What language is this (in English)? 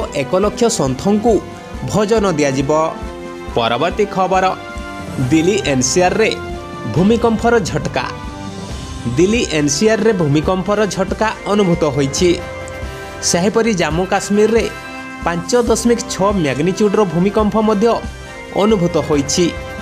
Odia